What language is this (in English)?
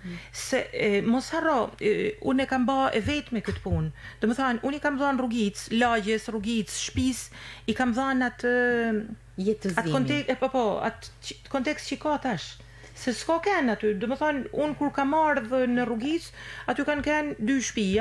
Albanian